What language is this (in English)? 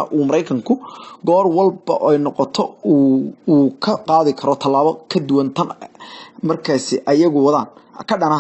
Somali